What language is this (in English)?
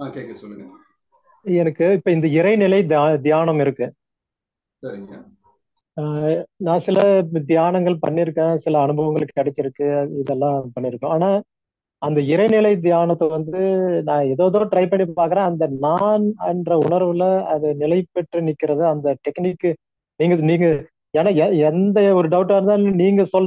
Tamil